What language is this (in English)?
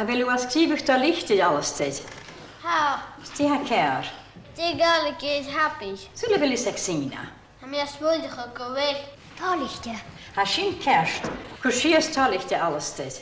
Scottish Gaelic